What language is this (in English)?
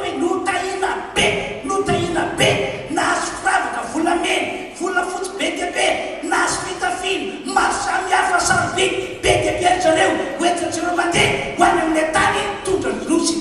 Malagasy